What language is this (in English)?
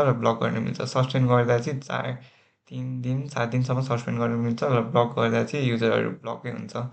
Nepali